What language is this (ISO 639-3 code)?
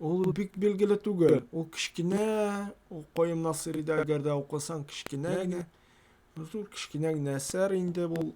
tat